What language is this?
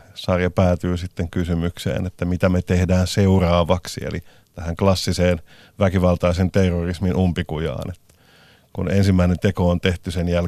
Finnish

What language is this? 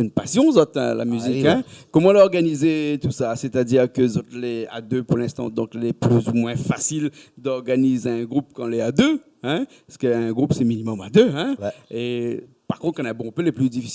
Réunion Creole French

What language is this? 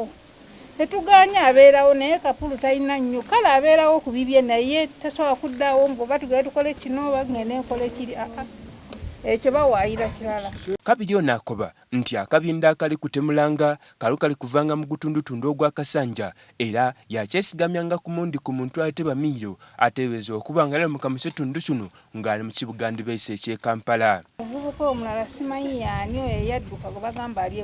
Soga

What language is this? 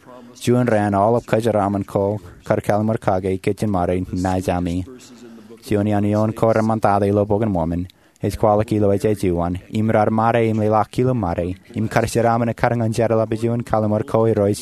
Marshallese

